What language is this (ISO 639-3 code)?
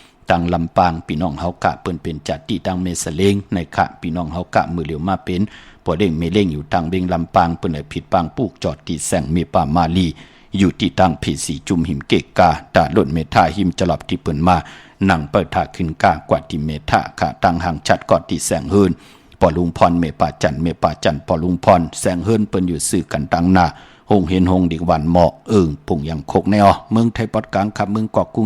shn